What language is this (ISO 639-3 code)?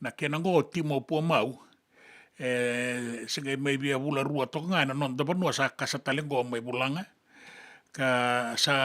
fij